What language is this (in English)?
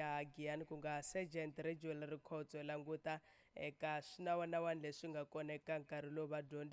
Tsonga